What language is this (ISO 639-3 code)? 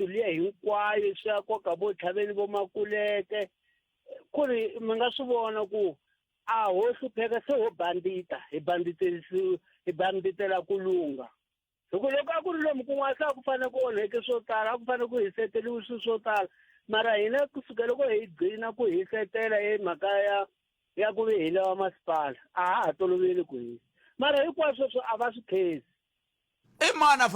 tso